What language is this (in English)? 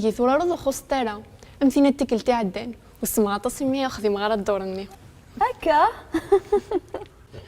Kabyle